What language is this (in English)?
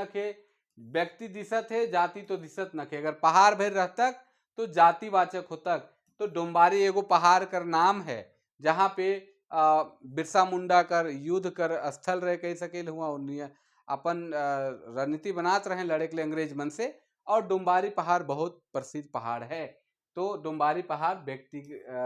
Sadri